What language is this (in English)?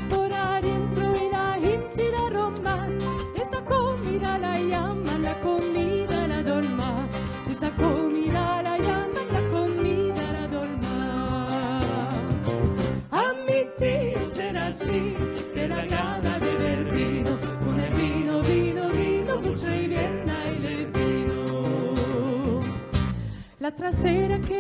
Ladino